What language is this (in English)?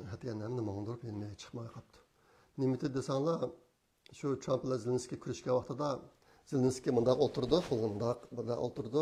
Uyghur